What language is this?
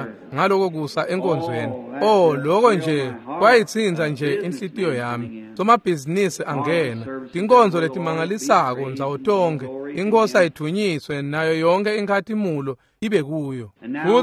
Swati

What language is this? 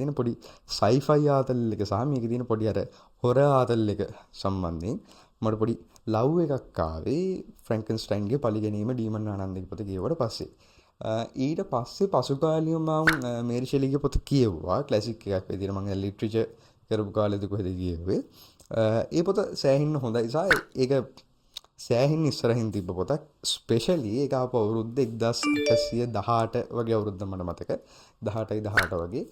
Sinhala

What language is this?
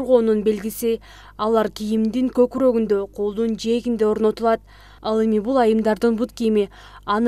Kyrgyz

